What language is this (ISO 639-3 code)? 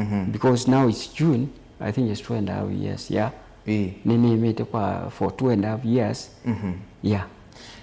kam